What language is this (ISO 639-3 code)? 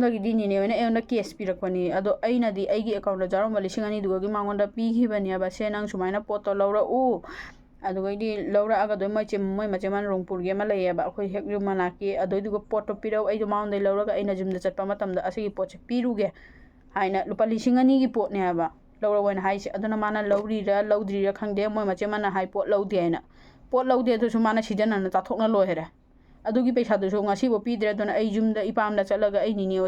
mni